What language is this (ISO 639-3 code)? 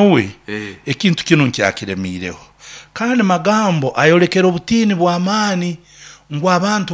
nyo